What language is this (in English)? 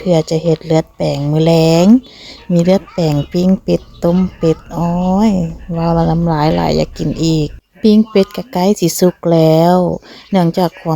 Lao